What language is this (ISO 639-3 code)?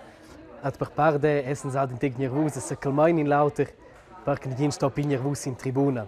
roh